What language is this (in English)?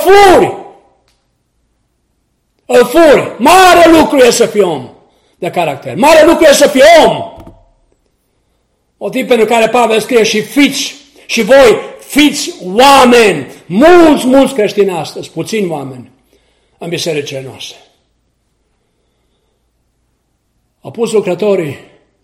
Romanian